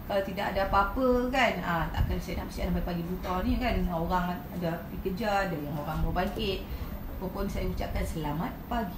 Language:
Malay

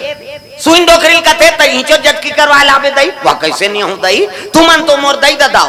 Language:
Chhattisgarhi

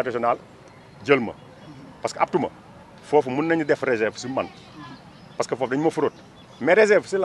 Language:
Wolof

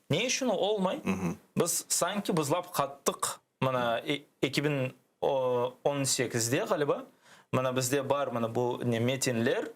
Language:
Crimean Tatar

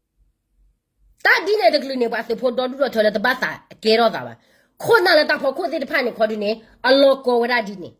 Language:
S'gaw Karen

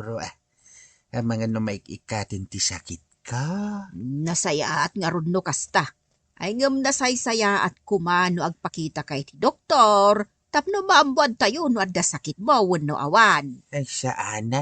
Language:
Iloko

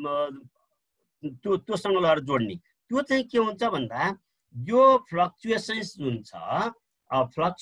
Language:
Nepali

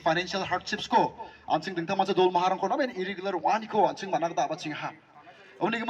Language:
Garo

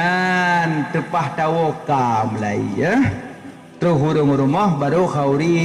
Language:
Achinese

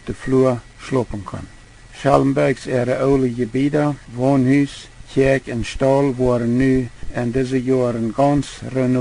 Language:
Plautdietsch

